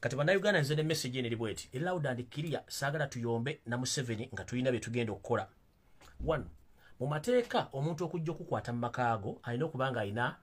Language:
Ganda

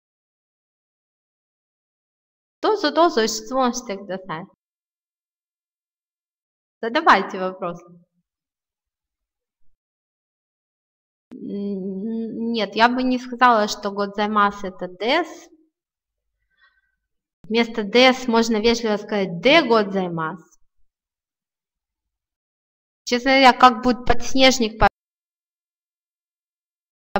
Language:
Russian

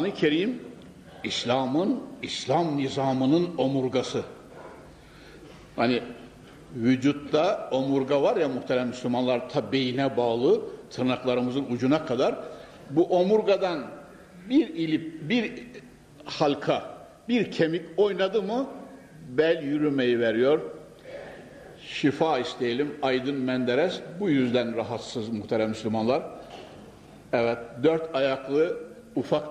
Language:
Turkish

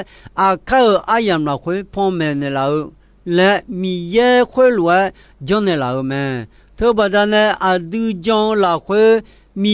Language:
Akha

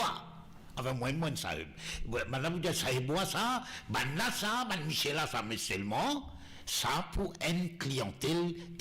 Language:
Morisyen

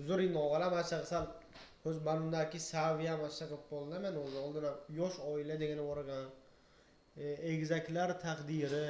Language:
Uzbek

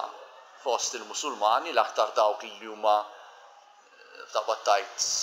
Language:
Maltese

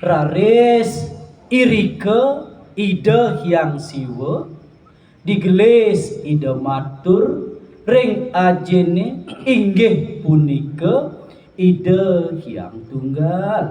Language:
Balinese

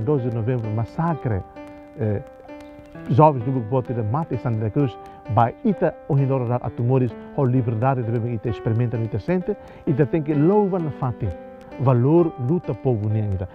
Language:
Tetum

